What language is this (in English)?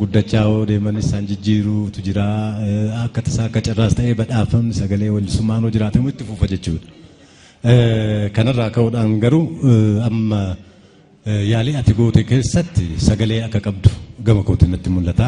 Oromo